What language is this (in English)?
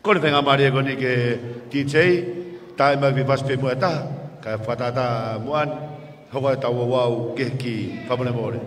Tongan